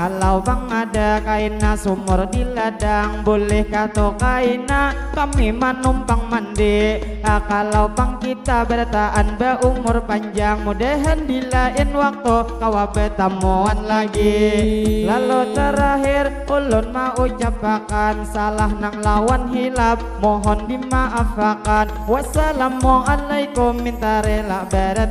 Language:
Banjar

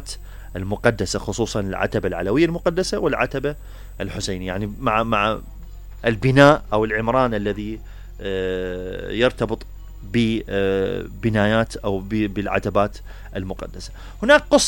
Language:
Mesopotamian Arabic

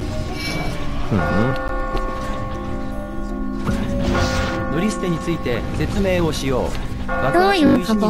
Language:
Japanese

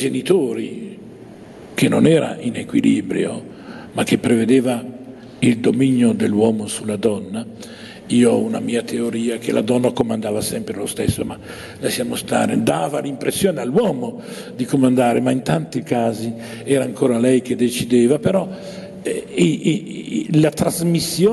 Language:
Italian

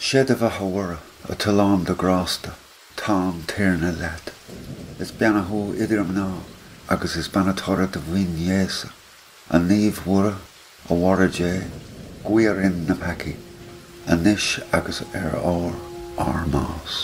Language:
Irish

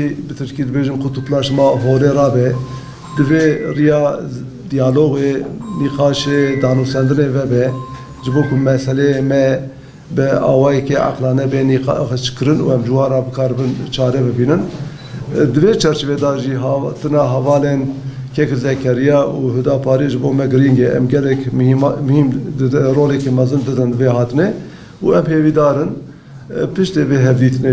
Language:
Kurdish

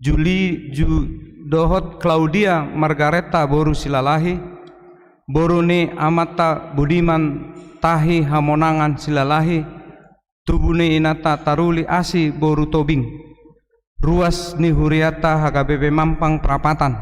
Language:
Batak Toba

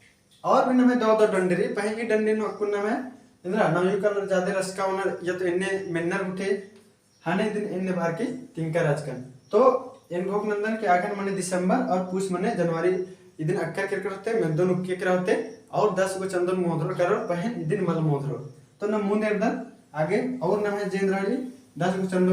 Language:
Kurukh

